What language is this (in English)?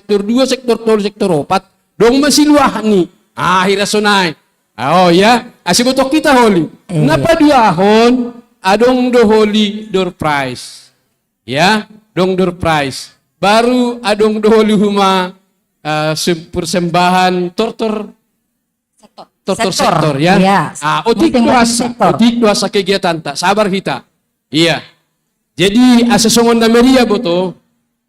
Batak Simalungun